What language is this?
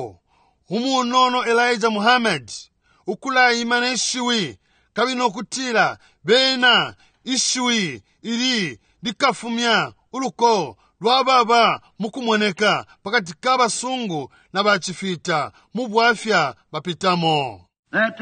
Bemba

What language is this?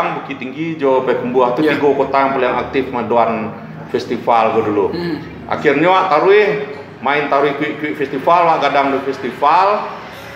Minangkabau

